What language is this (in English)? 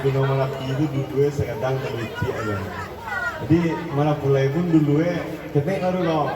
Minangkabau